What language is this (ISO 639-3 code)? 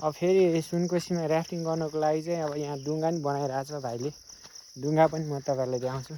nep